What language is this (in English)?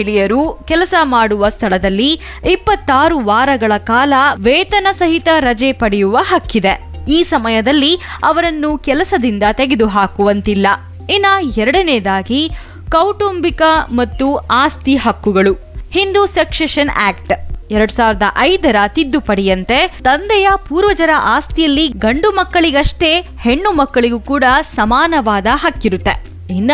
Kannada